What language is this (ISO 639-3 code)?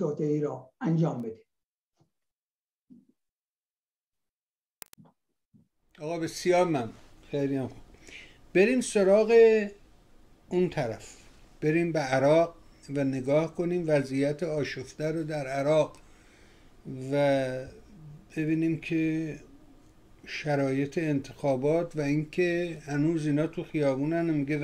fas